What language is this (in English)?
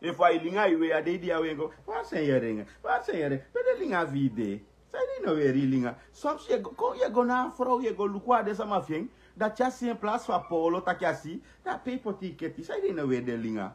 Sranan Tongo